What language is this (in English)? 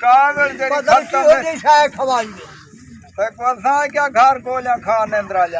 Saraiki